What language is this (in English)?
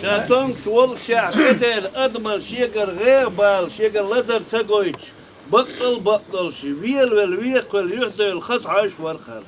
Chechen